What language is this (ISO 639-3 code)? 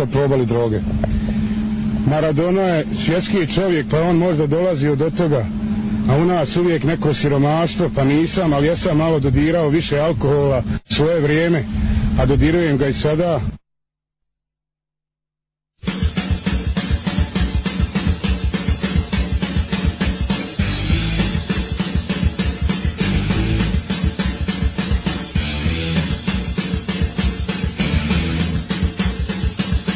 srp